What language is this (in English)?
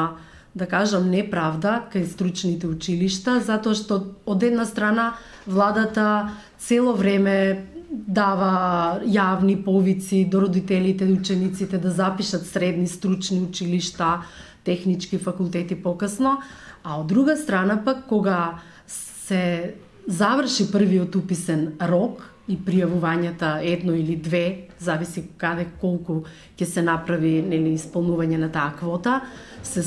Macedonian